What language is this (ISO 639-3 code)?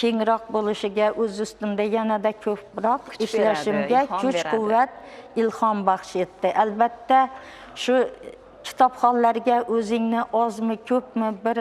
uzb